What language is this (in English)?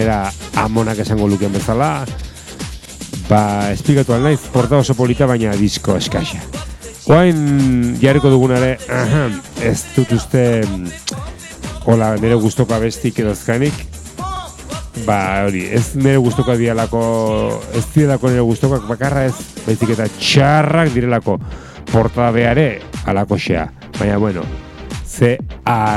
Basque